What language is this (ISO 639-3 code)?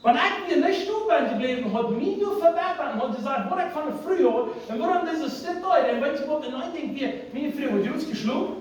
pdt